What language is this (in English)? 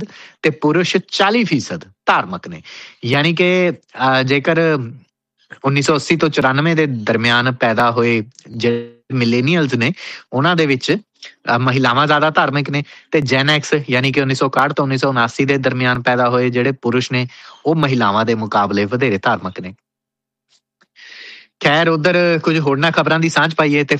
Punjabi